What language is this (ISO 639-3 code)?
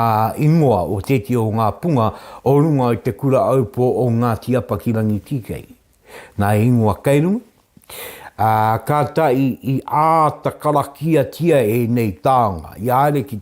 mri